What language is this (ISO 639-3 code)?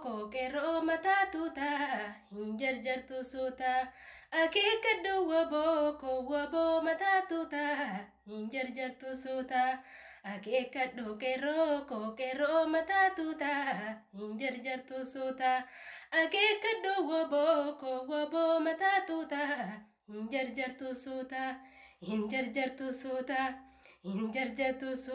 orm